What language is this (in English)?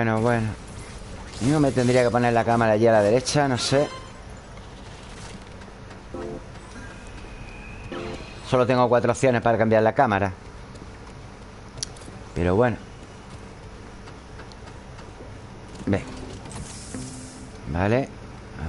Spanish